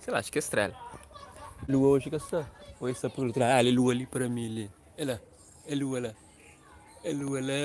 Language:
Kabuverdianu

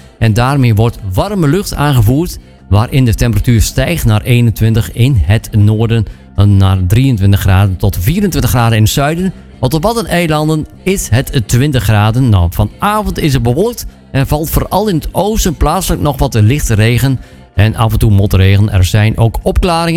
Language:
Dutch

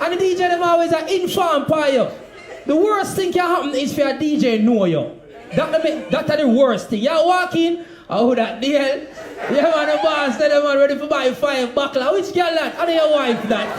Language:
Jamaican Creole English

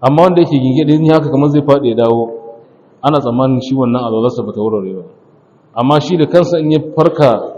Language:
Hausa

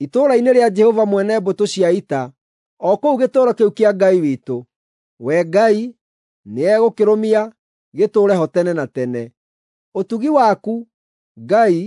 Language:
Kikuyu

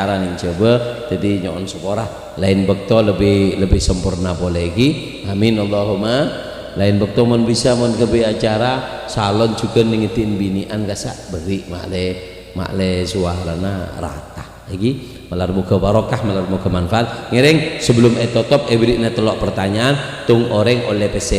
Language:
Madurese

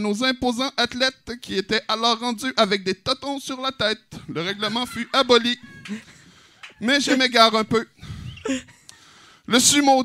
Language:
French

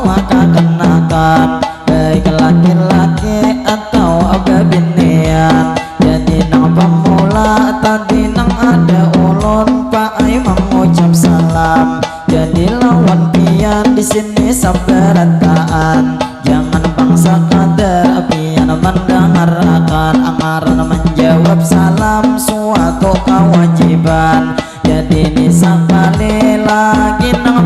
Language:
Banjar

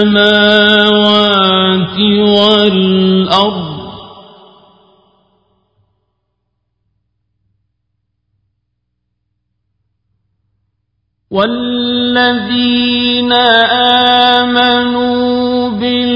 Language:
Arabic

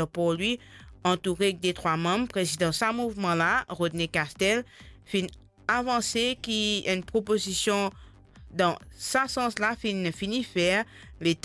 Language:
Morisyen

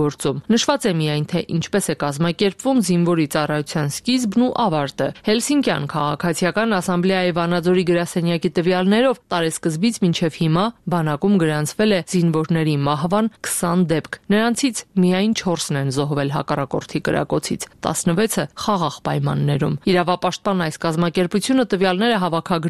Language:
Armenian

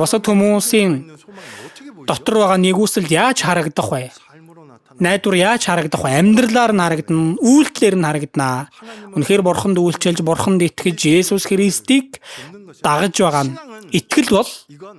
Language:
Mongolian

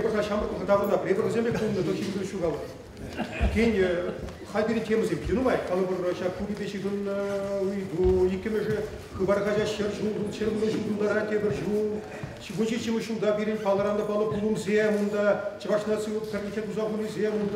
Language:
Chuvash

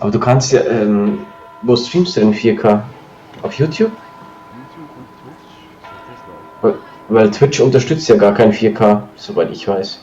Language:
Swiss German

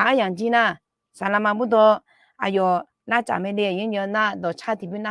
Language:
Akha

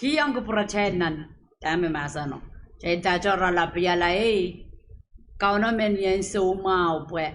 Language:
Pohnpeian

